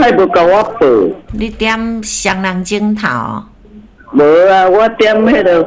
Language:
Min Nan Chinese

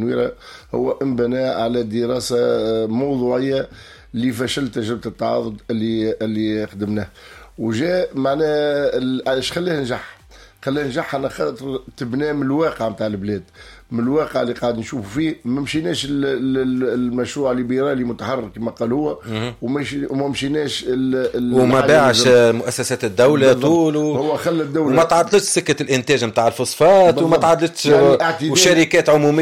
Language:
Tunisian Arabic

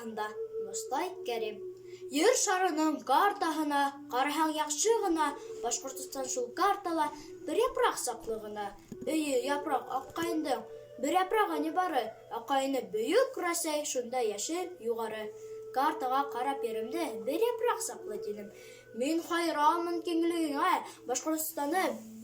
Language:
Bashkir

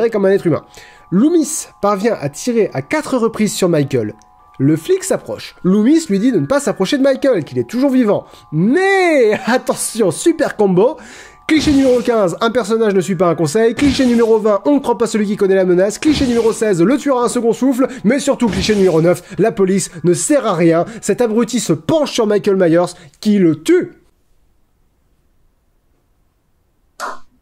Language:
French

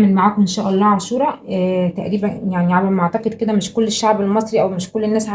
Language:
Egyptian Arabic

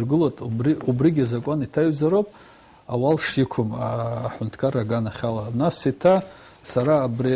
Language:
Abkhazian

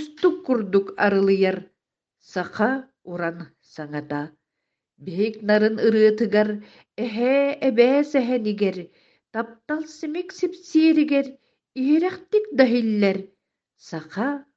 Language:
Yakut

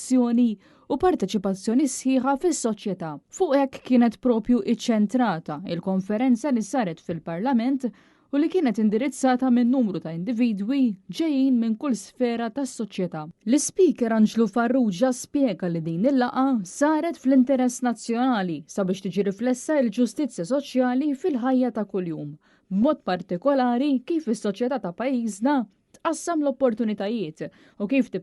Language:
Maltese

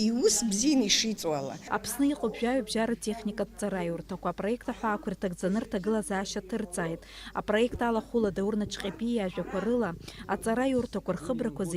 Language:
Abkhazian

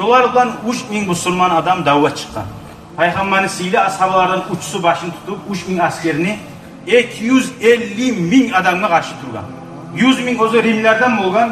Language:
Kumyk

